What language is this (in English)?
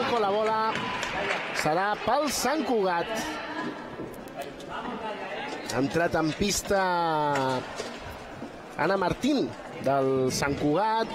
Catalan